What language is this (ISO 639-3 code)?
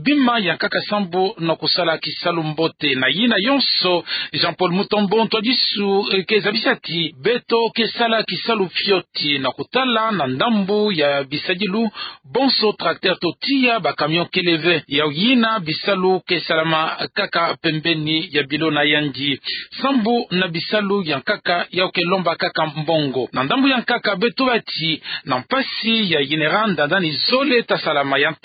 ktu